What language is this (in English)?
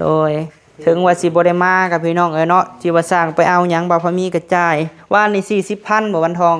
Lao